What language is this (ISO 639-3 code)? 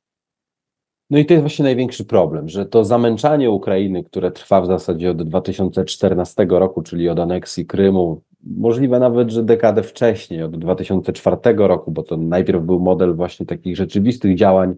pol